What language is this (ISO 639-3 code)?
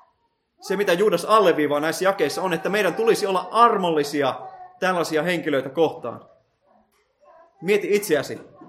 fin